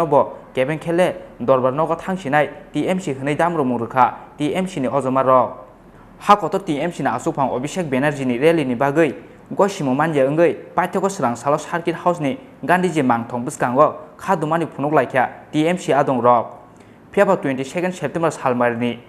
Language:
Kok Borok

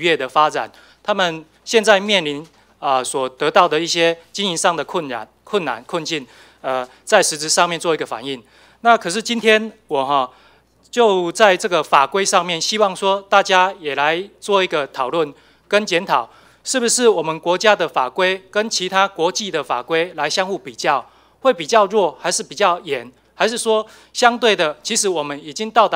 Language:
Chinese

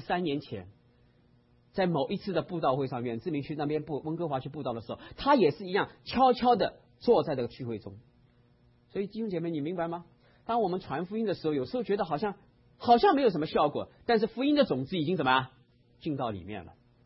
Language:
Chinese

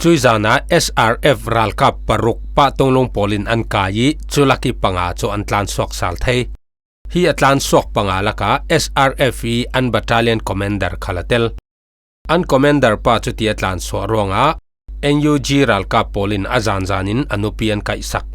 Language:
Falam Chin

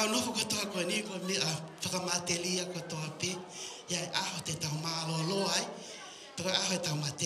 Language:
Tongan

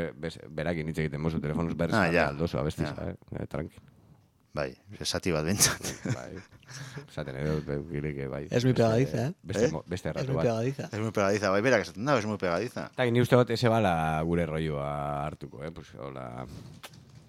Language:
Basque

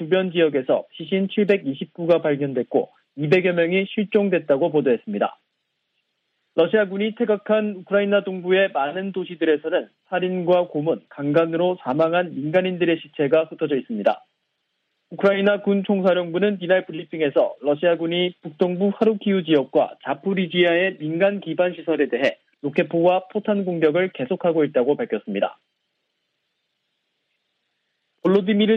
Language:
Korean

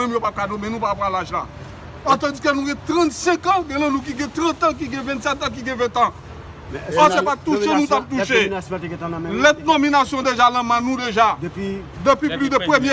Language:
Haitian Creole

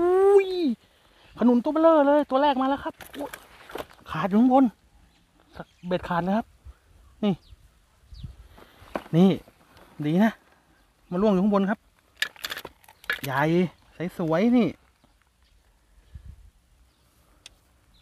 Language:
Thai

